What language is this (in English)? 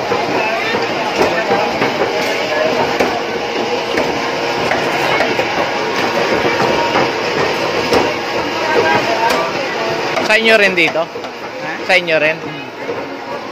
Filipino